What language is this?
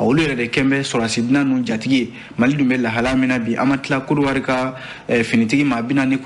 Bambara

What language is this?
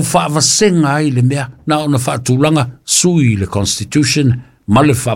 Samoan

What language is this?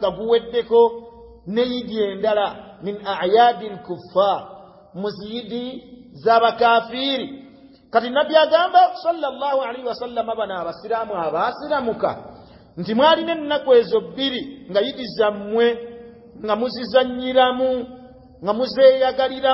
Ganda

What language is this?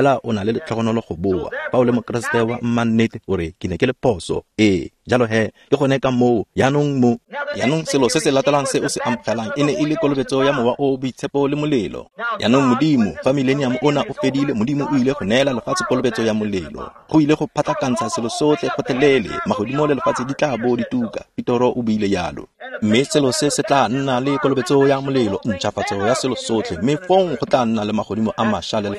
Tswana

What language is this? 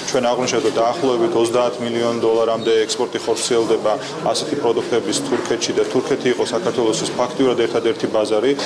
Georgian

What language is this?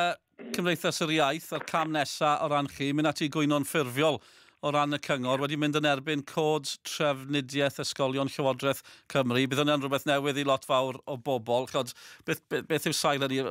Welsh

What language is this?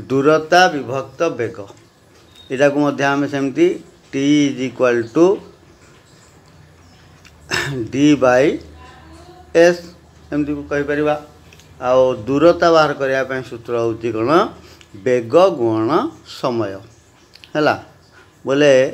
Odia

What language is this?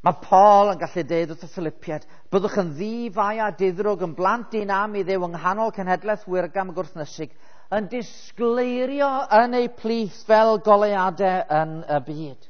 Welsh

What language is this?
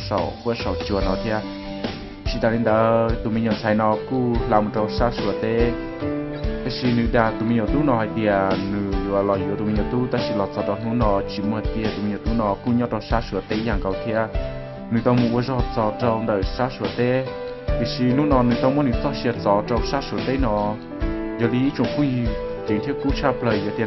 Hmong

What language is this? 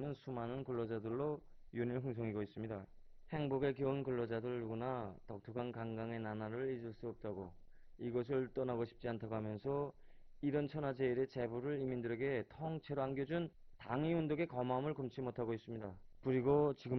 Korean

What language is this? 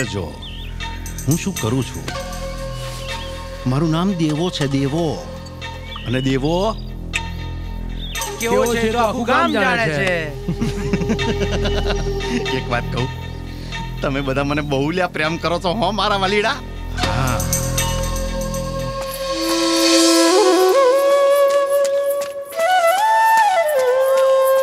Gujarati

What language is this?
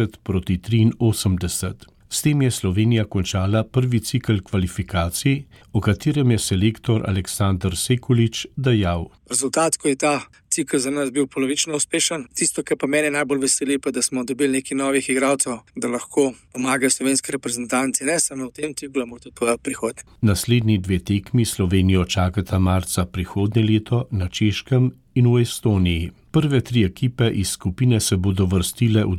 Slovenian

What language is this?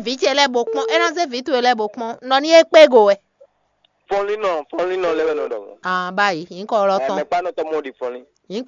Fon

